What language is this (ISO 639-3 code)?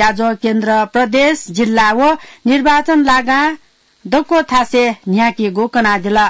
new